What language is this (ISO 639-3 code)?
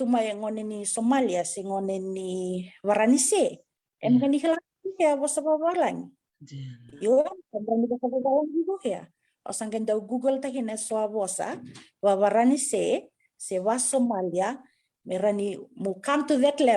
fij